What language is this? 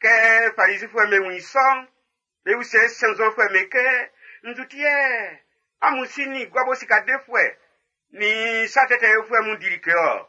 Baoulé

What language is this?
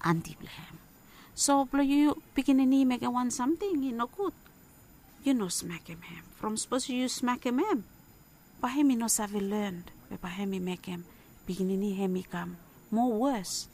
Bislama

